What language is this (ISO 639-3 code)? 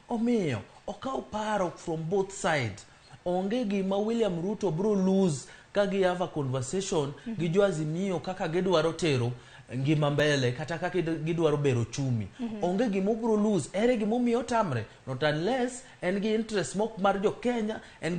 luo